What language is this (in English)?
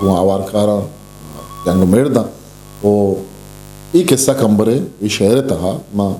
Eastern Balochi